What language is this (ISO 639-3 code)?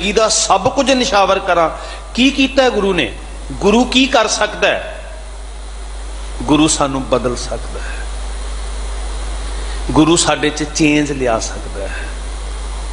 pan